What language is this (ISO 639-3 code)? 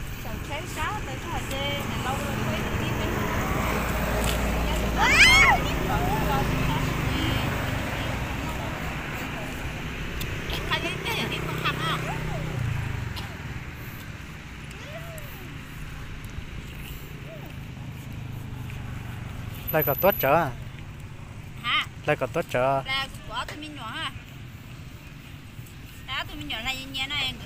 vie